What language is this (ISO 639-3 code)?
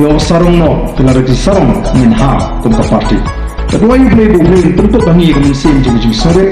kha